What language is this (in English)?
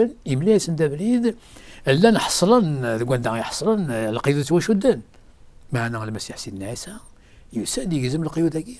Kabyle